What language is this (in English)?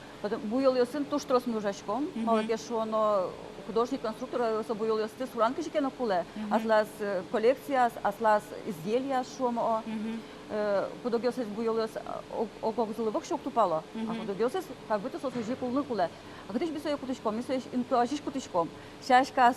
Udmurt